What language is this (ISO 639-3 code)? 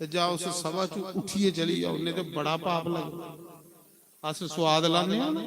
doi